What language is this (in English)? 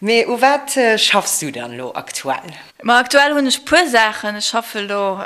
Luxembourgish